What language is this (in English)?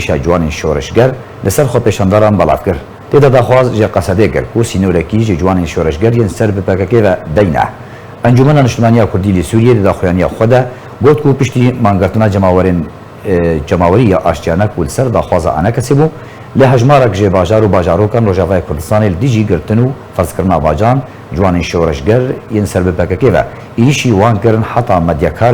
Kurdish